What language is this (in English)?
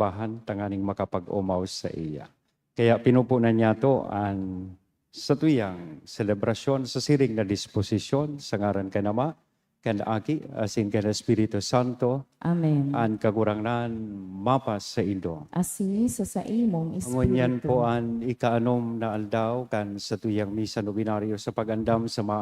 Bikol